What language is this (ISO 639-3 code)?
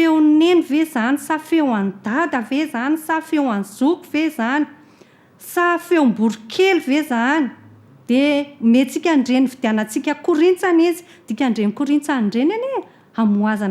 mlg